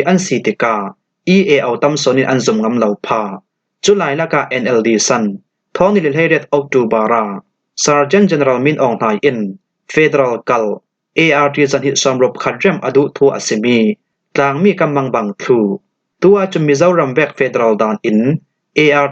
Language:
Falam Chin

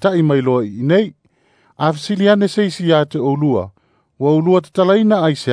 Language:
Samoan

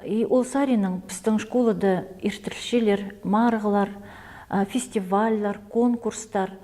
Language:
Khakas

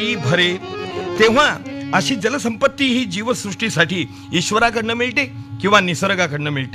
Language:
Marathi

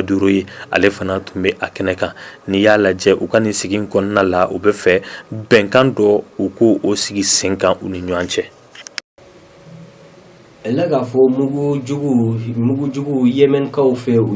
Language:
Bambara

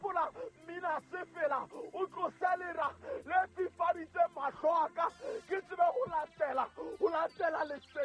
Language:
Southern Sotho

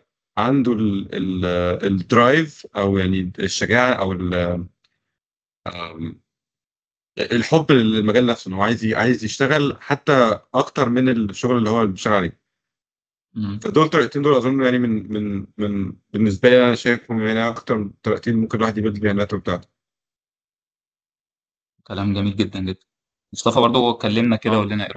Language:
Egyptian Arabic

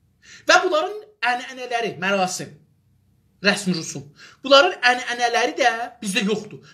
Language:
South Azerbaijani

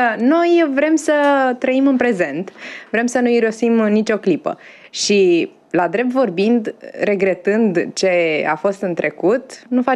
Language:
Romanian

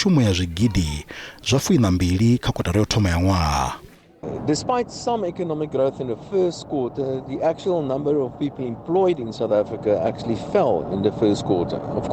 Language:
Venda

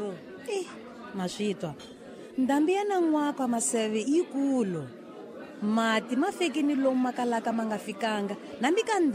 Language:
Tsonga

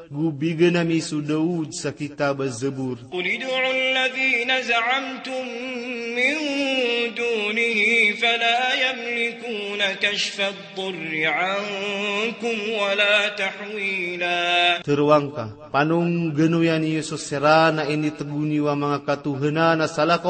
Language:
Maranao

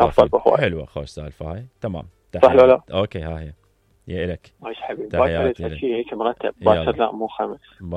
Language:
Mesopotamian Arabic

